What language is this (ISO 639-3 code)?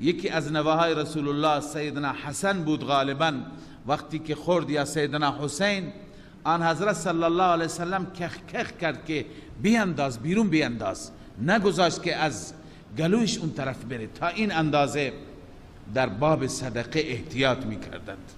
fas